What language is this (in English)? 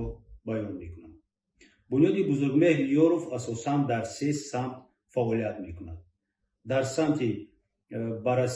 Tajik